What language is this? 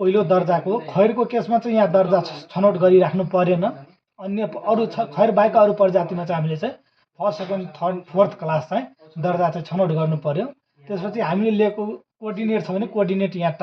Nepali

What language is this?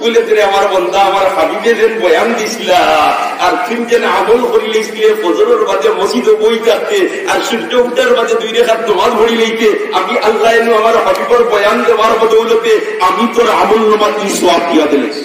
Sylheti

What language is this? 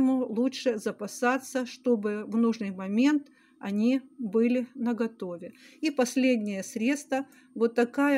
Russian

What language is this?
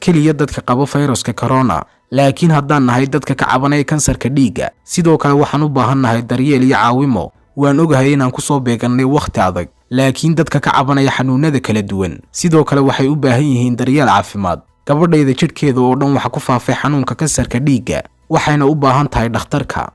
Somali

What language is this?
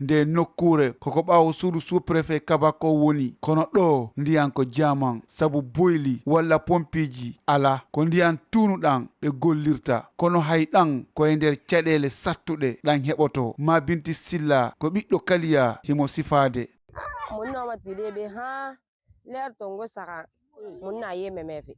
Fula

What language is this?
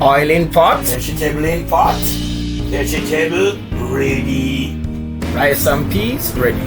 Jamaican Creole English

